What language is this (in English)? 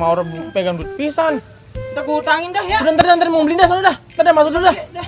Betawi